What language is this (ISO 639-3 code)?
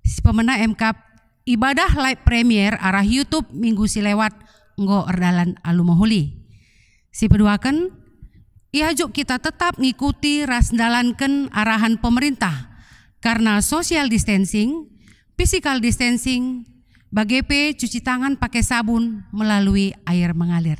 btx